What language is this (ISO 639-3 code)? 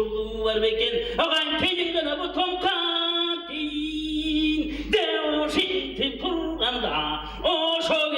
tyv